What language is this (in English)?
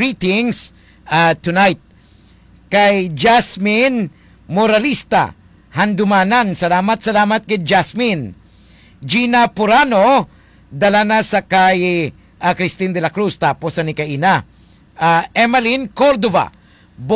Hiligaynon